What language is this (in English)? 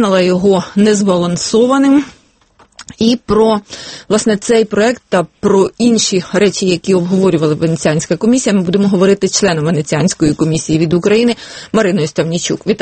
Ukrainian